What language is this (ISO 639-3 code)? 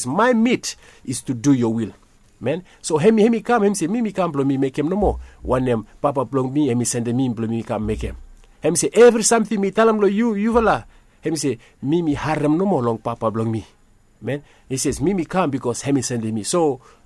bis